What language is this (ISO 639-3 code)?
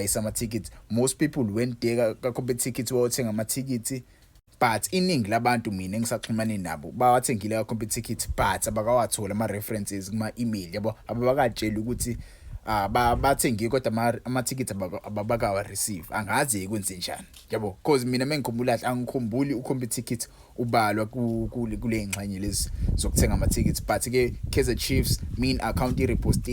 zul